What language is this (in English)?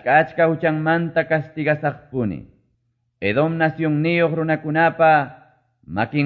Quechua